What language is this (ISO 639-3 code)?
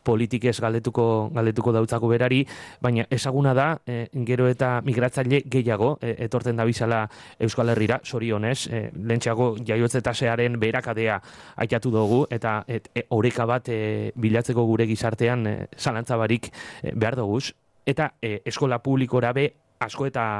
eus